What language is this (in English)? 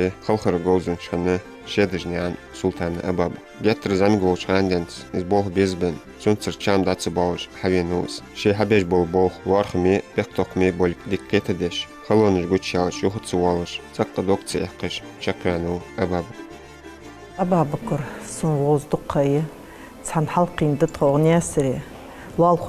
Ingush